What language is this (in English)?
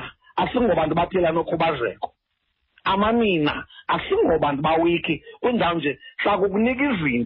Xhosa